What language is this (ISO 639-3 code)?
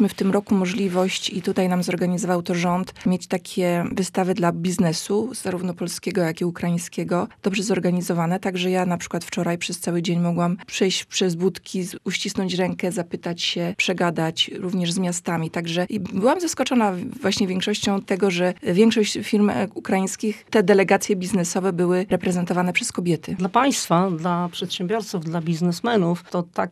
pol